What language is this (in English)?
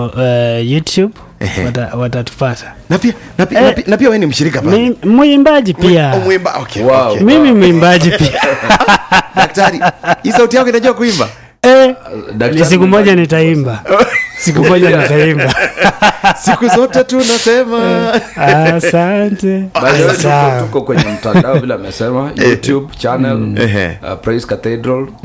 Swahili